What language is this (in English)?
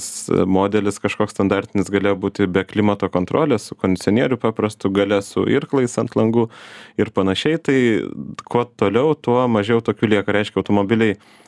Lithuanian